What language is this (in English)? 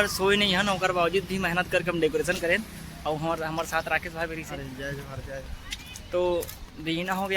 Chhattisgarhi